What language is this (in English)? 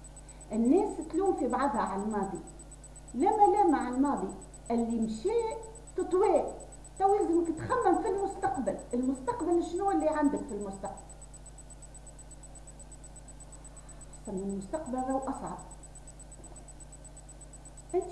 Tunisian Arabic